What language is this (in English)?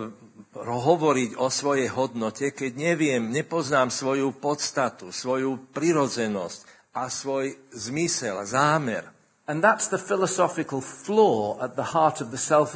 Slovak